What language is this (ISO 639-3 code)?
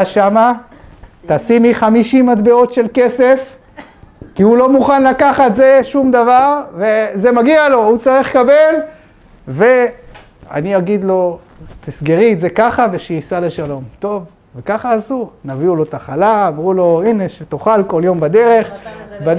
heb